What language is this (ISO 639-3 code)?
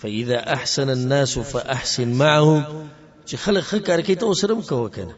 pus